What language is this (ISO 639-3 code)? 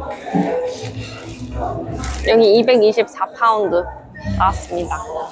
kor